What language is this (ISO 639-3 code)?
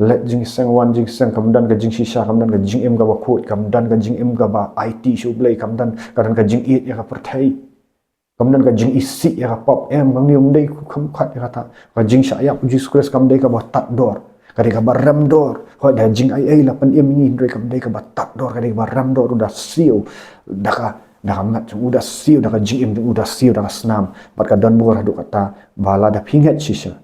kha